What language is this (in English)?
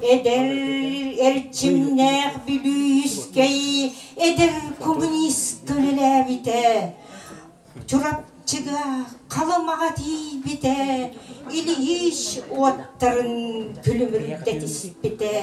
Yakut